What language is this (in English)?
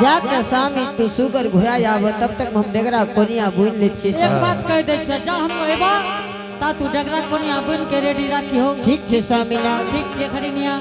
Angika